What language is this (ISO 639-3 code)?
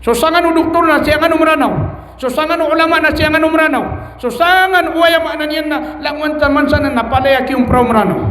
mrw